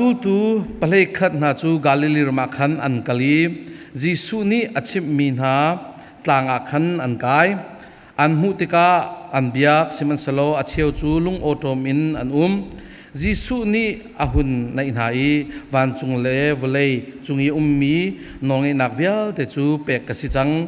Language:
Falam Chin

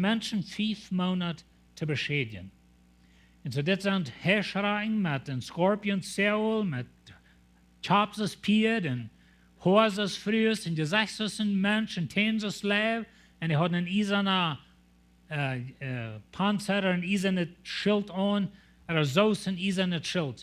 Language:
Plautdietsch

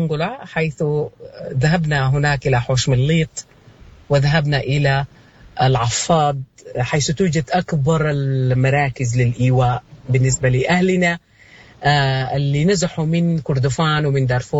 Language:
Sudanese Arabic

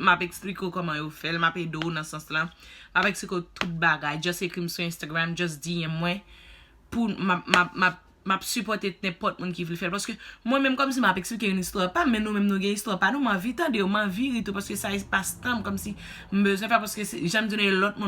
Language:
Haitian Creole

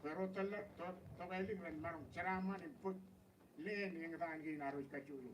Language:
Marshallese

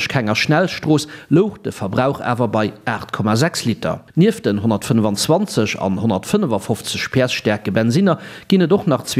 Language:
Luxembourgish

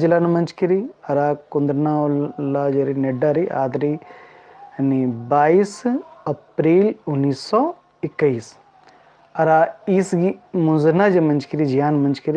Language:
Kurukh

